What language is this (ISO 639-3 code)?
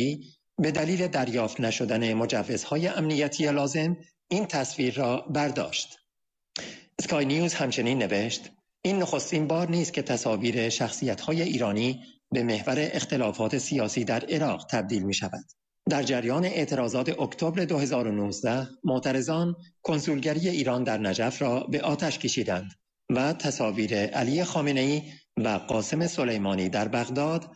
fas